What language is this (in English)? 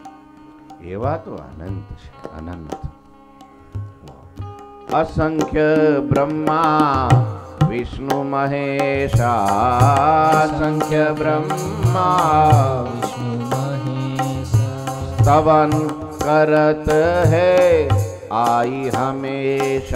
Gujarati